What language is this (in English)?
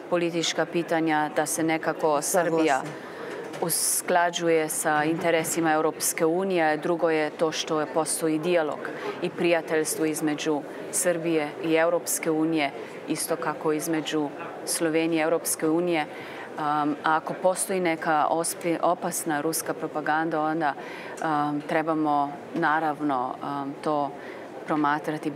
Croatian